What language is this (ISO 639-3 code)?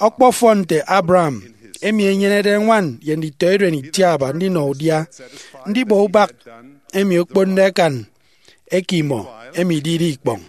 efi